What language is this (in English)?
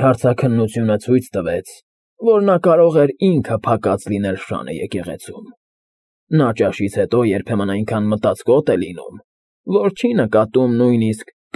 Armenian